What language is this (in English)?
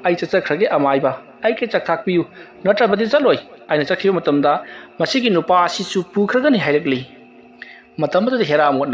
Manipuri